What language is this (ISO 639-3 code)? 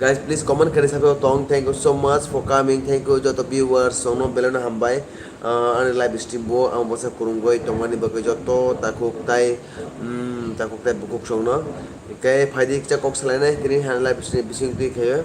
trp